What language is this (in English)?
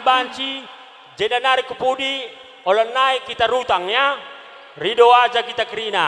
Batak Karo